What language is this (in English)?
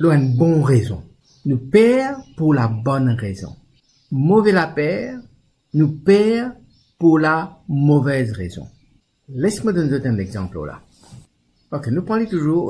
Morisyen